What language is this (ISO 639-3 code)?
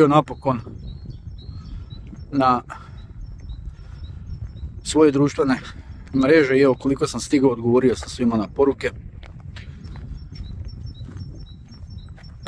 hrv